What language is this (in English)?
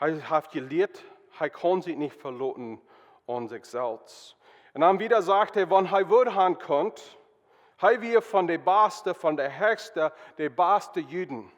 Plautdietsch